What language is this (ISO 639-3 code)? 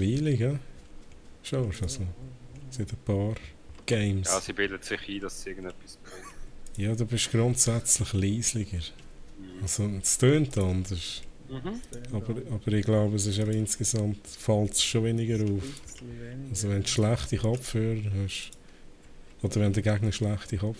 gsw